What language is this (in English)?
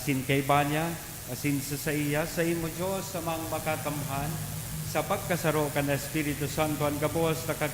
Bikol